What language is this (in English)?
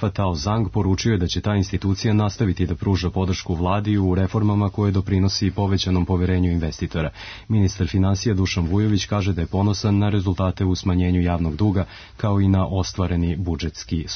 Serbian